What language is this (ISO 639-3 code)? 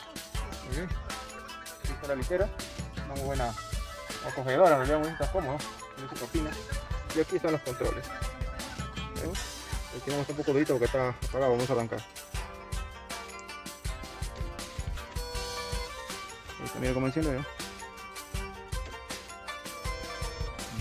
spa